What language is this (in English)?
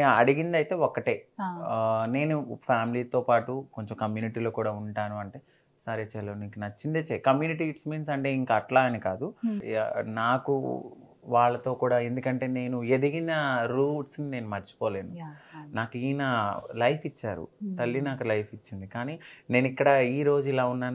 Telugu